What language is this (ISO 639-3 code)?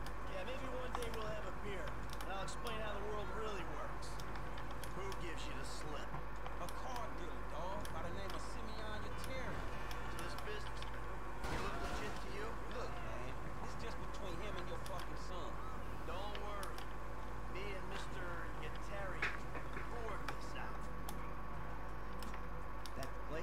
eng